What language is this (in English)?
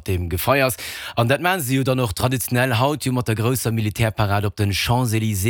Luxembourgish